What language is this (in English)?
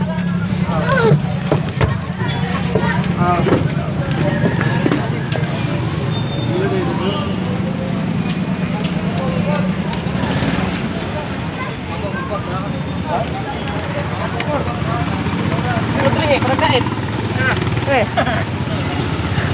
Filipino